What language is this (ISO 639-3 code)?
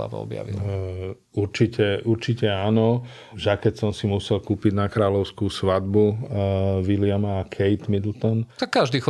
slk